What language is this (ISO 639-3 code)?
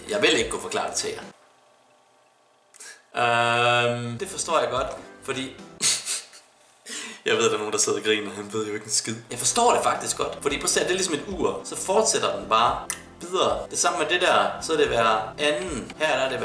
dan